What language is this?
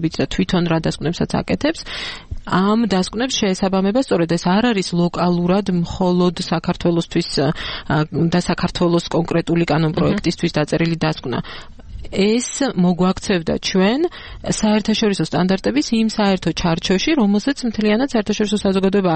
Georgian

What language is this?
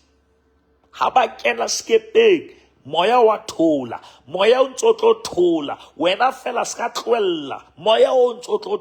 Southern Sotho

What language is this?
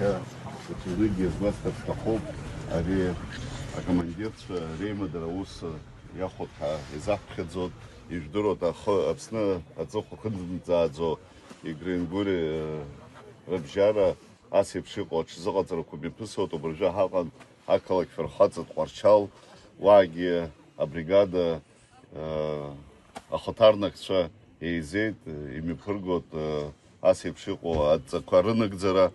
Abkhazian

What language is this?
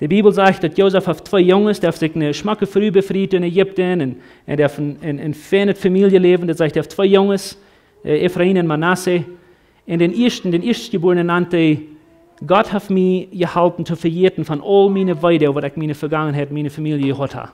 Plautdietsch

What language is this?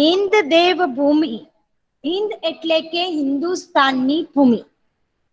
Gujarati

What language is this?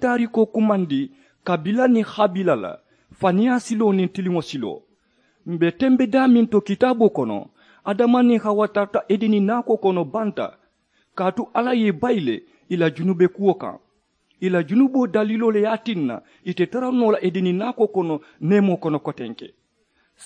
Mandingo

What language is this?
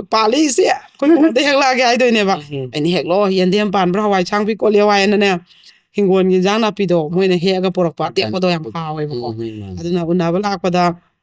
Manipuri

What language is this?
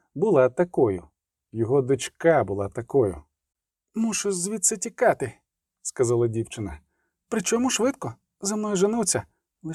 Ukrainian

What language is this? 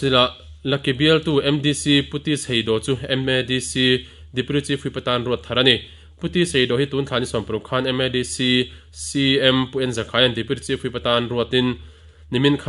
Mizo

